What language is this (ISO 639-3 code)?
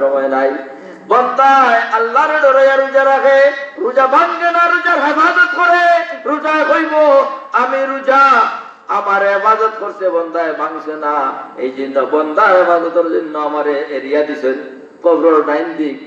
syl